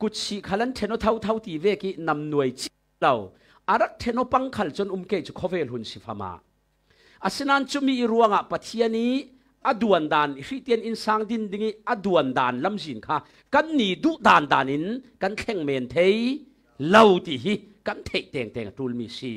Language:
Falam Chin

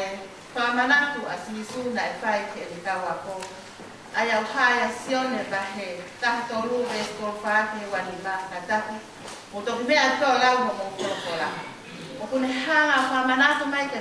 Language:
Tongan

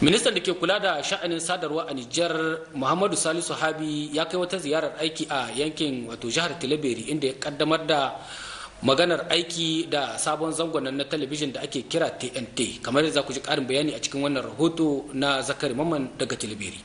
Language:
Hausa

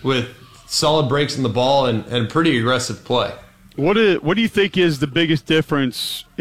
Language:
English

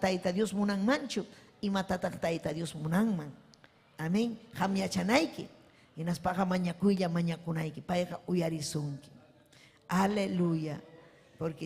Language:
Ayacucho Quechua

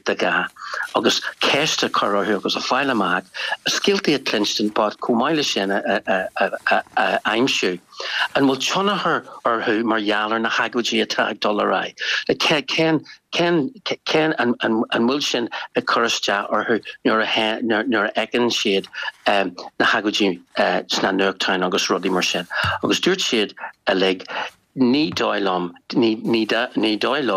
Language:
Irish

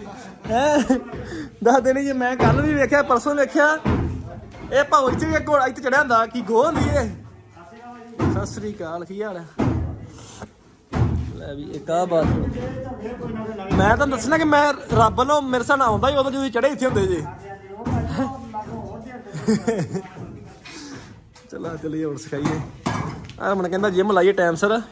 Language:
Punjabi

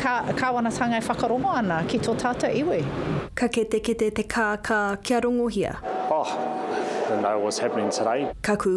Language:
Māori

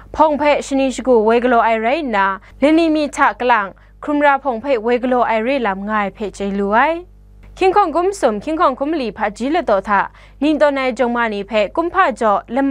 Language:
Kachin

